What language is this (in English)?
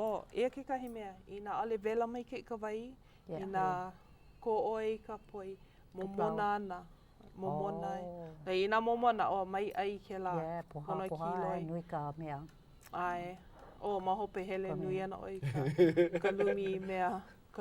Hawaiian